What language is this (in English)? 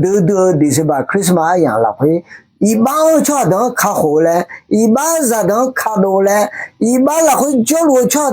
Akha